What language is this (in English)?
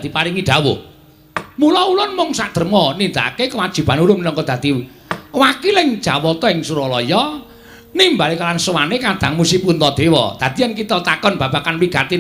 Javanese